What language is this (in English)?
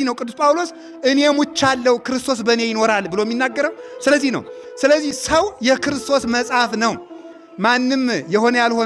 Amharic